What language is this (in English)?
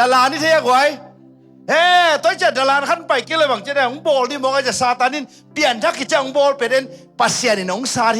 Tedim Chin